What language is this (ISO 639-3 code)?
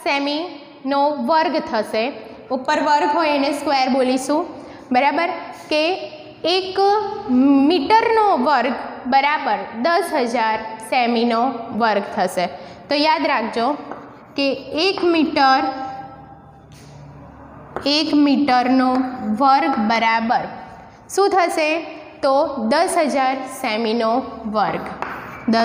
guj